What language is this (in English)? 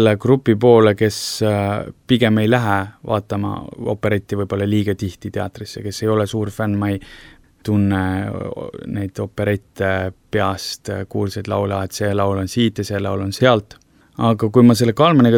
Estonian